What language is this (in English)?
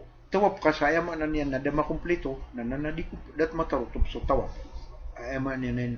Maranao